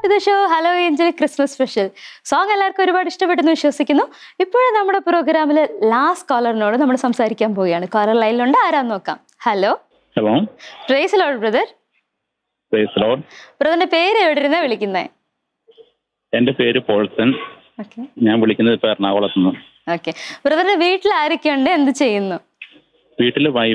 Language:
Malayalam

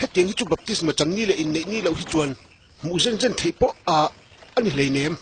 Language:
Hakha Chin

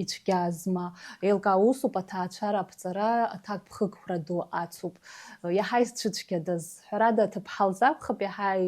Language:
Abkhazian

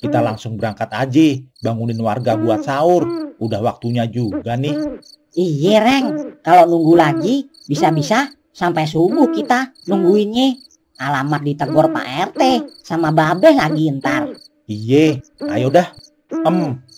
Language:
Betawi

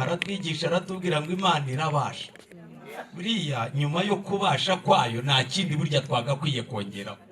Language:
Kinyarwanda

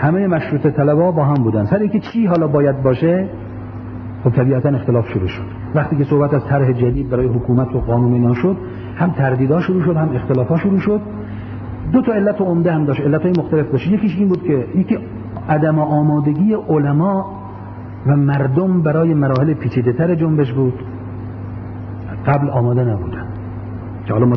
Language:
Persian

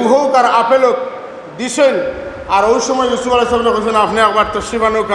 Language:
Sylheti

